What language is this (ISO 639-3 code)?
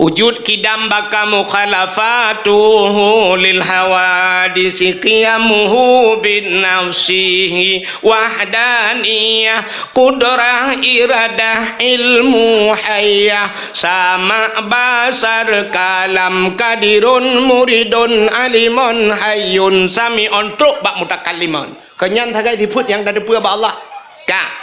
ace